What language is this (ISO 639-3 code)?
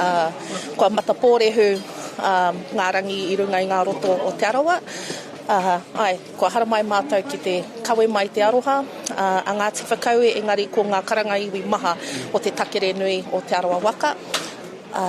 mri